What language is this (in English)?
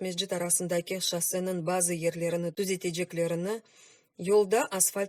Crimean Tatar